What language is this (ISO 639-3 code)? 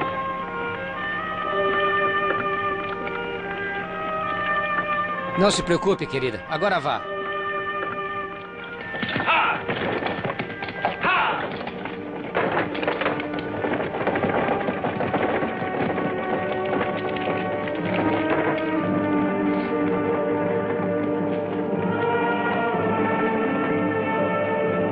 por